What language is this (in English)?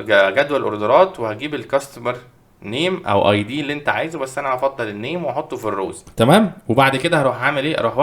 Egyptian Arabic